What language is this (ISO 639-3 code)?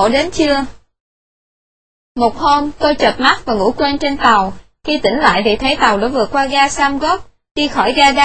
vie